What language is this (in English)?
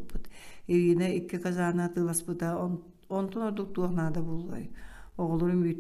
Yakut